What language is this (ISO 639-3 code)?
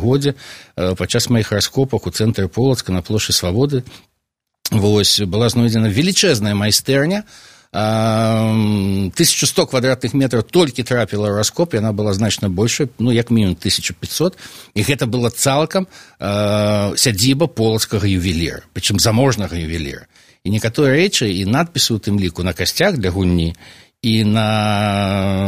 bel